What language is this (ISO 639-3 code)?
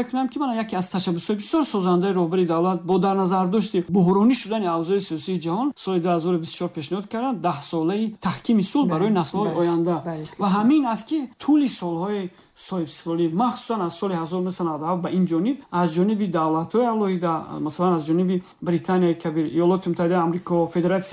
tgk